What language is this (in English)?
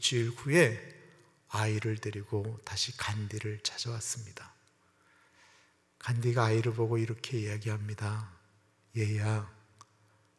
Korean